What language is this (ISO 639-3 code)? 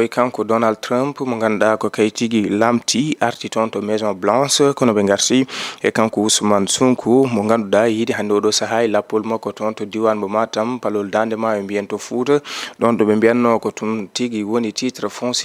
ful